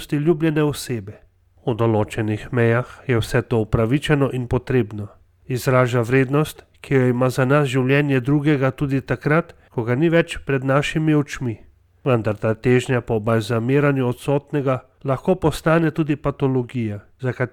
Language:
Slovenian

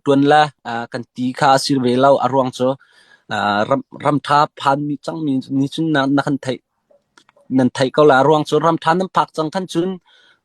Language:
Hakha Chin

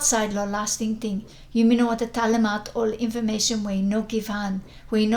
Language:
Bislama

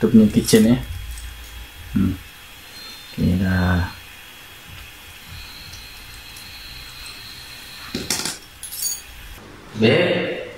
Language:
Malay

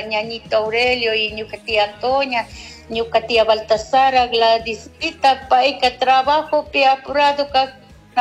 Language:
Chimborazo Highland Quichua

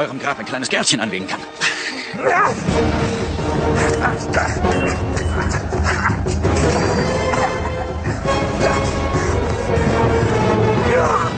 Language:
German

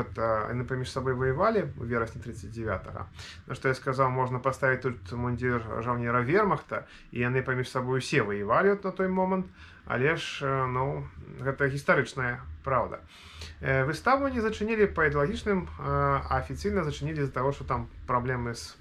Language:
Belarusian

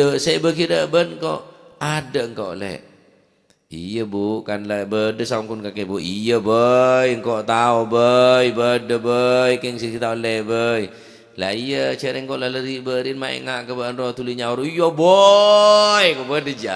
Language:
Madurese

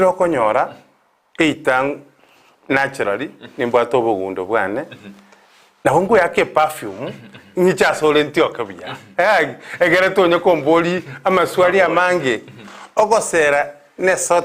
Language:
Gusii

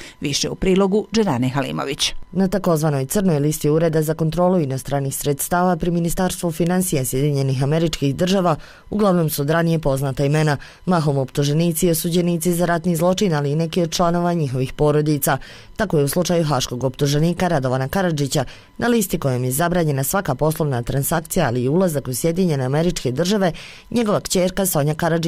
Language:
Bosnian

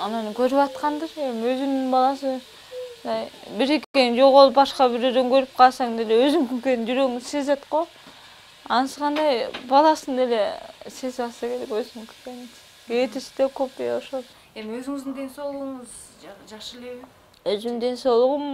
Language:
Kyrgyz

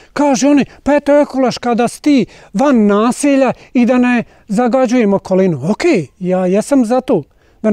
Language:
Bosnian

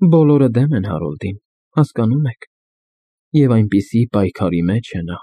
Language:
Armenian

